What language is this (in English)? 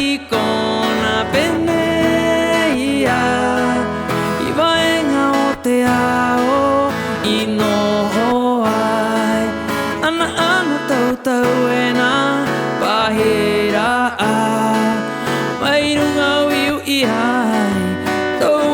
Rapanui